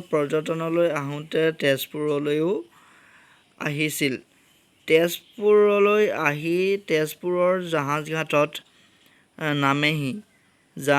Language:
Assamese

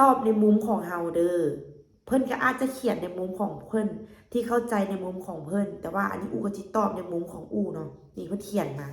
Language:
Lao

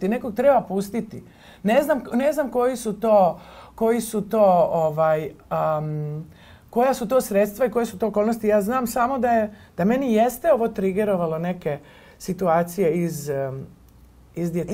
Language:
Serbian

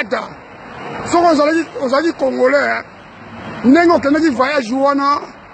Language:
Lingala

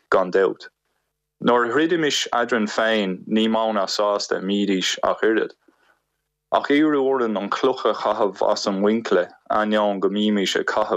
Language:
Irish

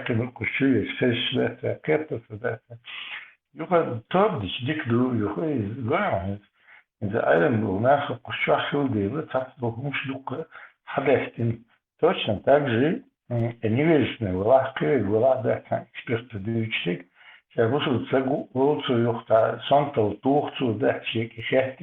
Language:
Chechen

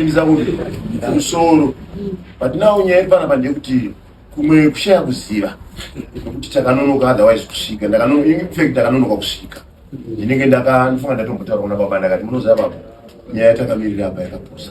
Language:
Shona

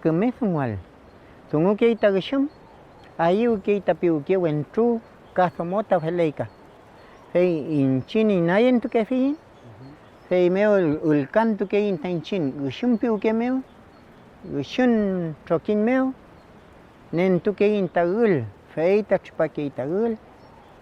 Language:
Mapuche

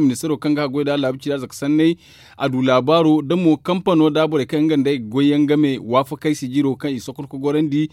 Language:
Zarma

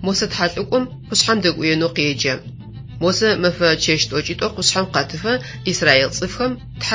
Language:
Adyghe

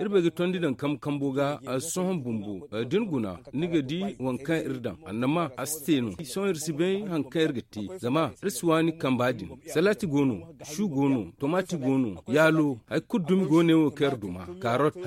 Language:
Zarma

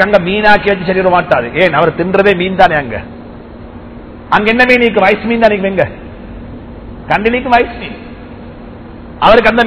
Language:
Tamil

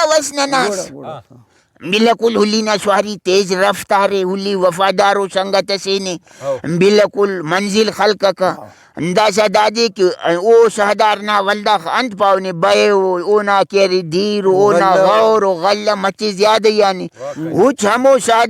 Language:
Brahui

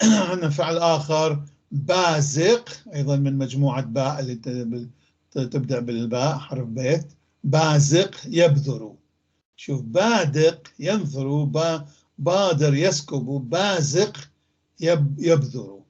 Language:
North Levantine Arabic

